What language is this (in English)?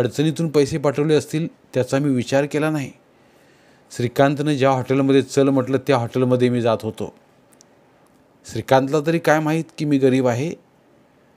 Marathi